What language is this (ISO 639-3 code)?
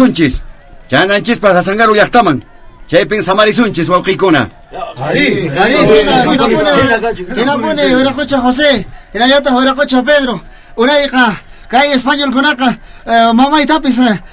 que